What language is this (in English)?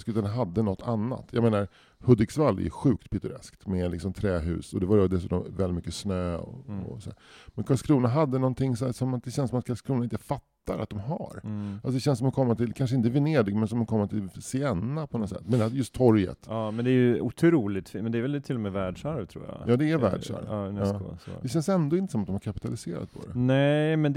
Swedish